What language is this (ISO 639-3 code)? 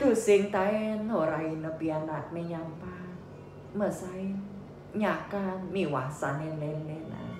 ban